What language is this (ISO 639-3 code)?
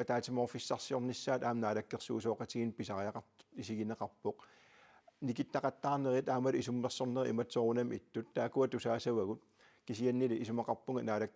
kal